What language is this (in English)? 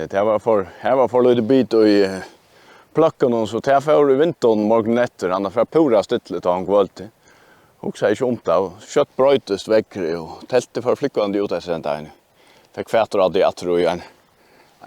Faroese